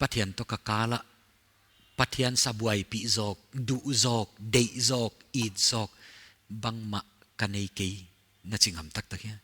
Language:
Paite Chin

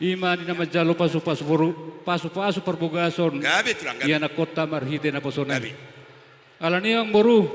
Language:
Batak Toba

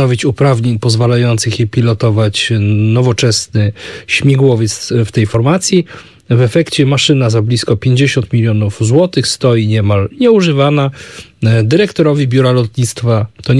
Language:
Polish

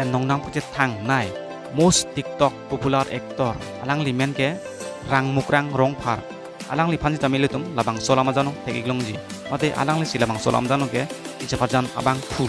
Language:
Karbi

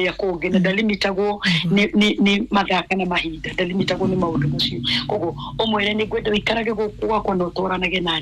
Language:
Kikuyu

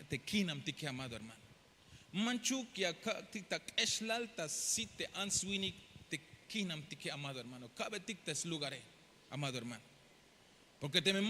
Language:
Tzeltal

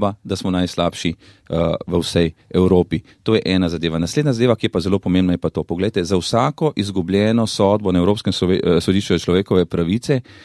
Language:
Slovenian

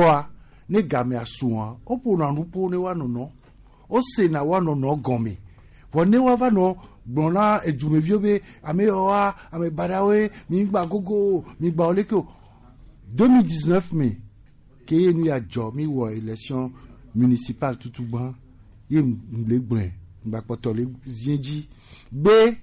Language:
Gen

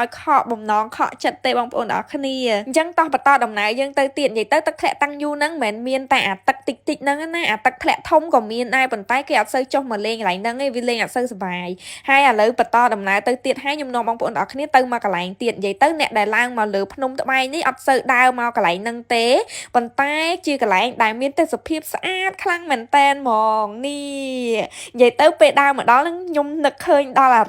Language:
Khmer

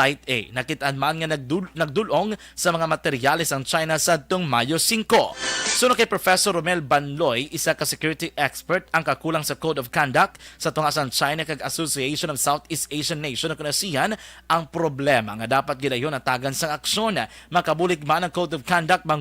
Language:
Hiligaynon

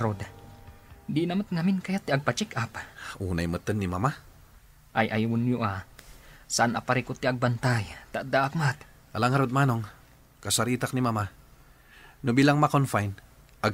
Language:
Iloko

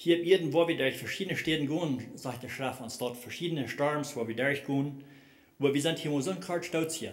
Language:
Plautdietsch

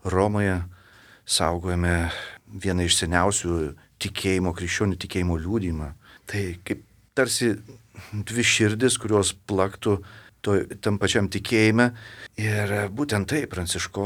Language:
Lithuanian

